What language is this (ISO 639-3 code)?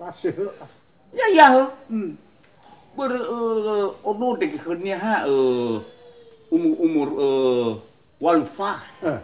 nia